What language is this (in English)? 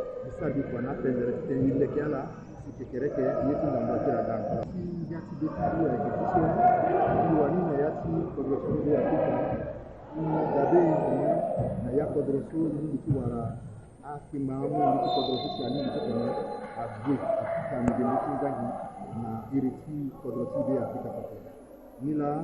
Sango